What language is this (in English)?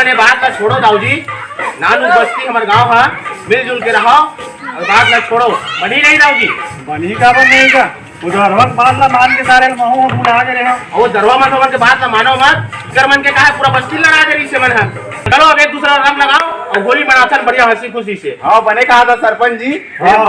Chhattisgarhi